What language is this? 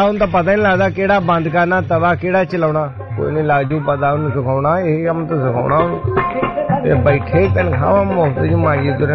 Punjabi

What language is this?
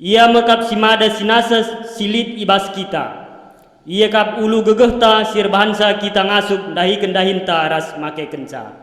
Batak Karo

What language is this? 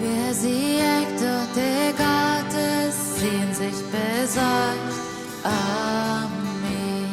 Plautdietsch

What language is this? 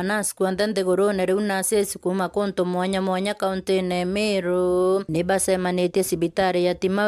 Meru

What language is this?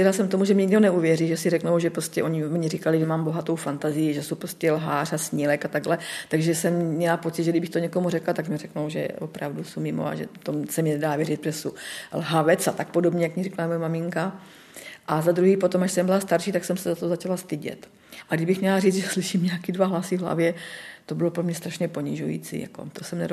Czech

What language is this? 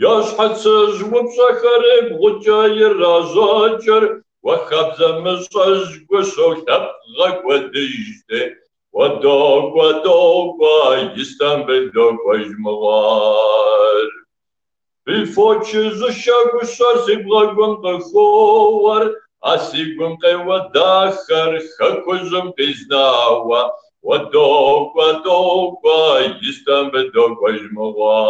Kabardian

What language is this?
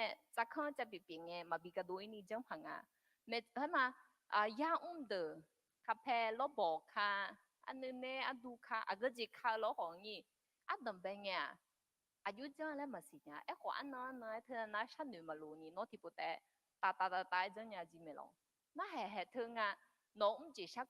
Akha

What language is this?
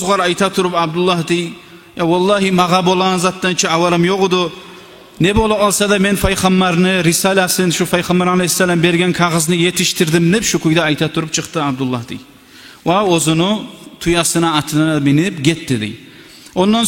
Kumyk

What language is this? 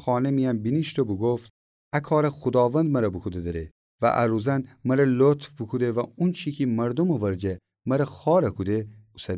Gilaki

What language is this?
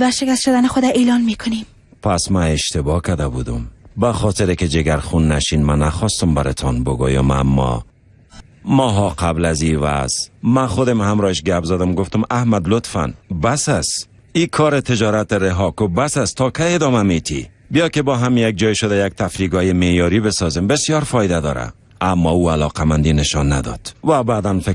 Persian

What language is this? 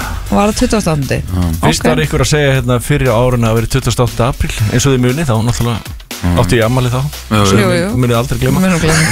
Icelandic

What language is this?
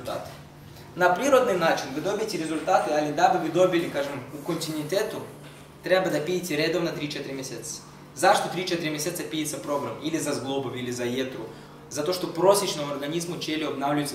Serbian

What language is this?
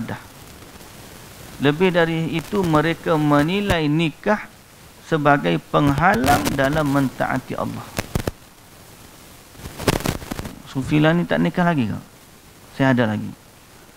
Malay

